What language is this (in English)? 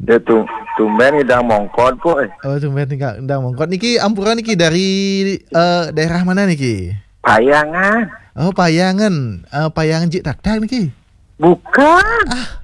Balinese